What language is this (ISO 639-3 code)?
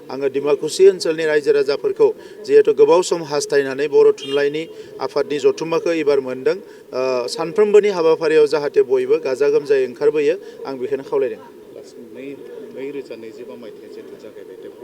brx